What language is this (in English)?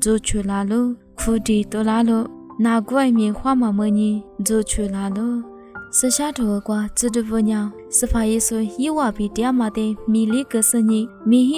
Lisu